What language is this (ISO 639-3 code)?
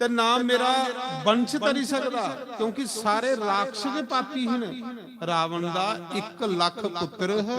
doi